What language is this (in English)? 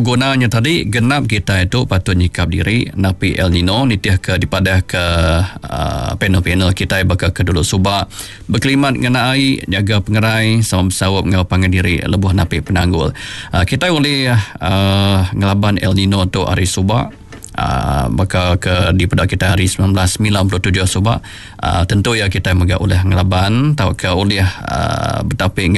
Iban